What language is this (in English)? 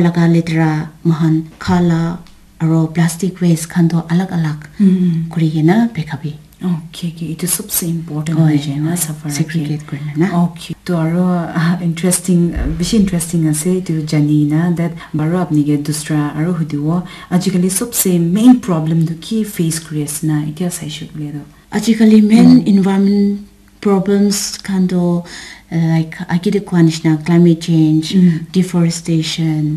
Naga Pidgin